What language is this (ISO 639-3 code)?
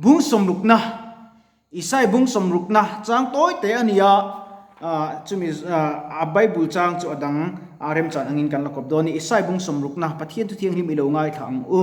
lus